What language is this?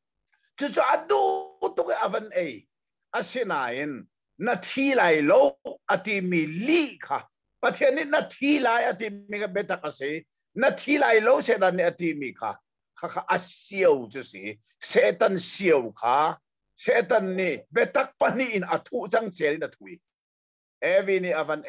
Hakha Chin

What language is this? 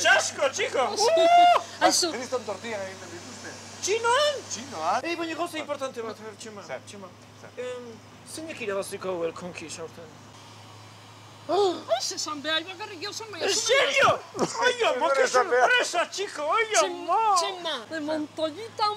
Basque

